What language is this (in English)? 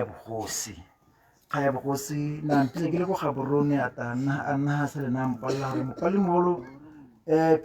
Tswana